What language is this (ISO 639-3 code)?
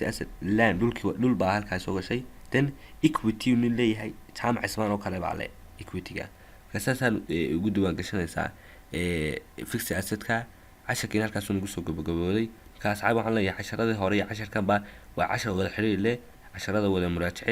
som